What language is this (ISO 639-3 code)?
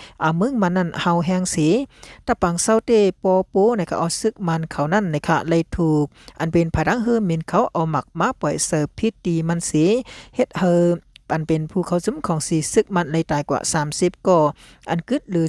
shn